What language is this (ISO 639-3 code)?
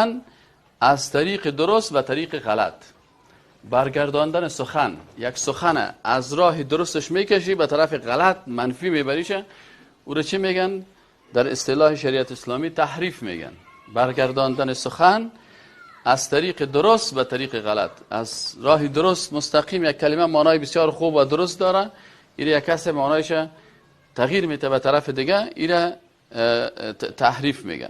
fas